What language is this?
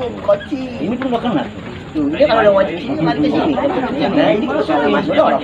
Betawi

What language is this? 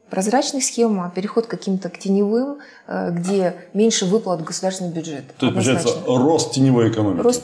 Russian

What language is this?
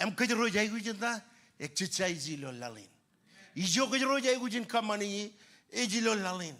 Marshallese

